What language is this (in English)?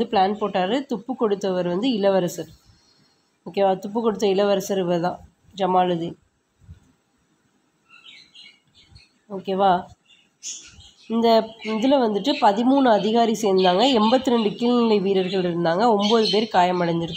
Tamil